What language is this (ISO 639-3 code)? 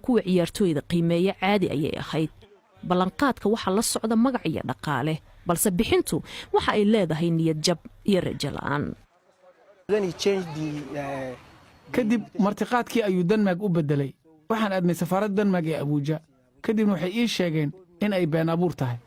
som